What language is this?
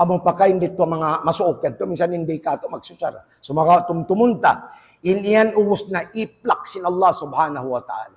Tausug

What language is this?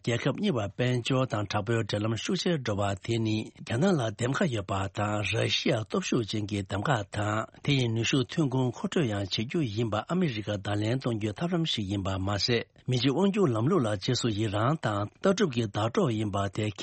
Tibetan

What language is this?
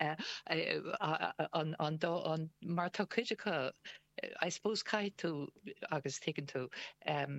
Irish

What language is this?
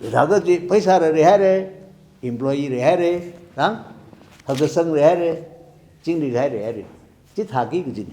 Tangkhul Naga (India)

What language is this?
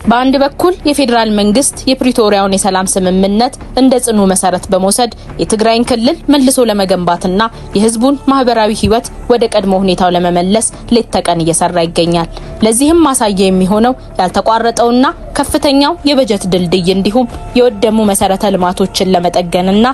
Amharic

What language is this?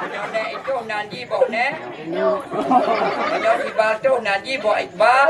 Achinese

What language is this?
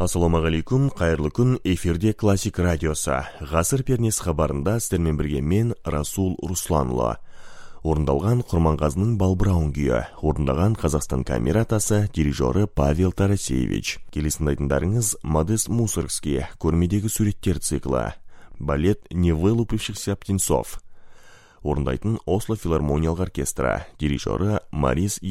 Kazakh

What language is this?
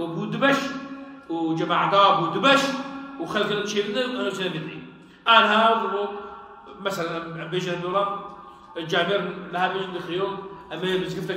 Kurdish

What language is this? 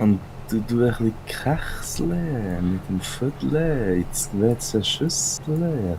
Swiss German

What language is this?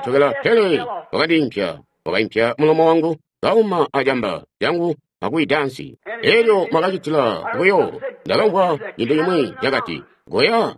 Tonga (Zambia)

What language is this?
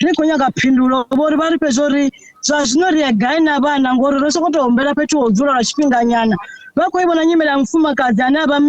Venda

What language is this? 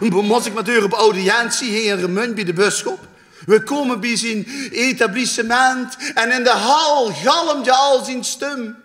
Limburgish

